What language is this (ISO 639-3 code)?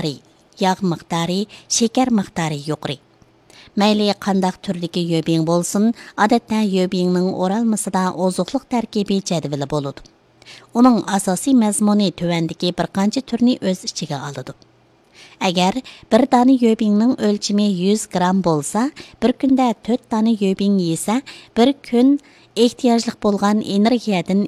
uig